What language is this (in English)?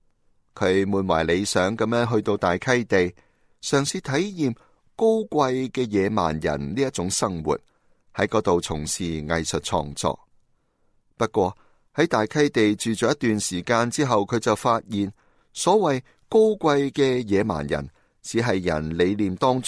Cantonese